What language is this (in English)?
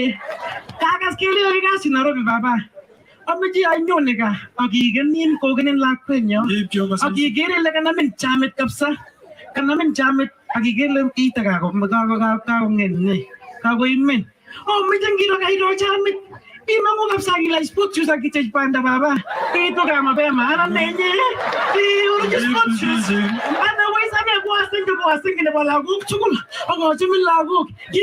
Kalenjin